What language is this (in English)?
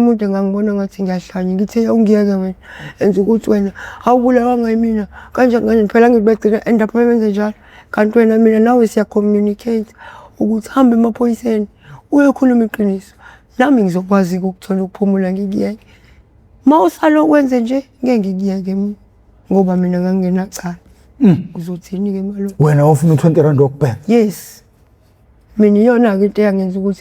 Zulu